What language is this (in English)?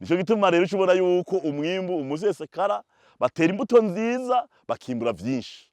Rundi